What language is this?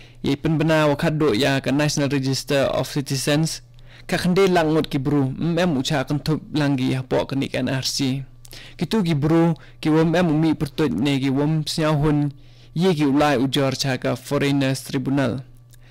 Khasi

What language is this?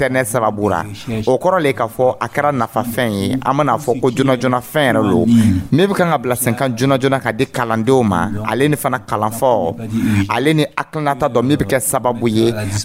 Dyula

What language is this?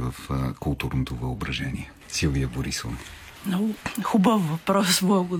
Bulgarian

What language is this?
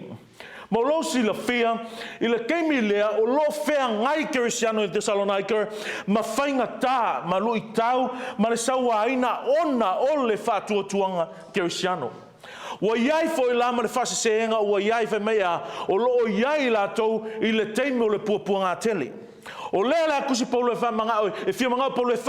Samoan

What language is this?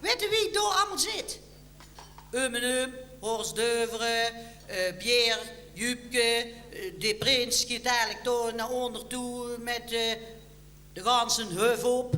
Limburgish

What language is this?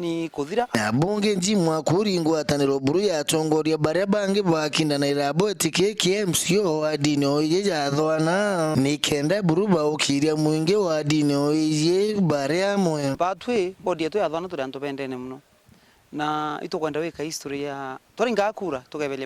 Meru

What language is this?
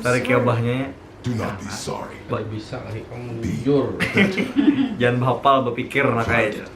Banjar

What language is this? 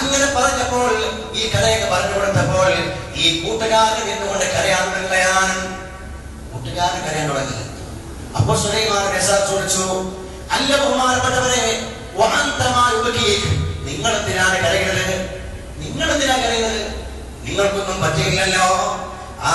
Malayalam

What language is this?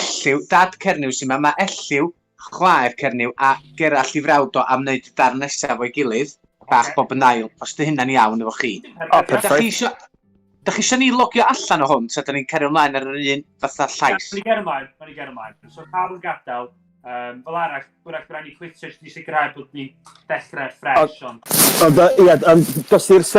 Welsh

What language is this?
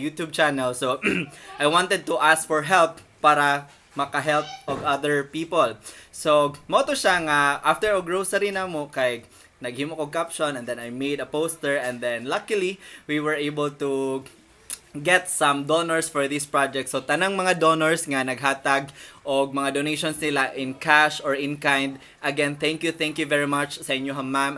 Cebuano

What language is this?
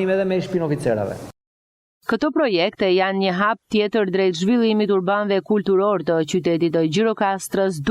Albanian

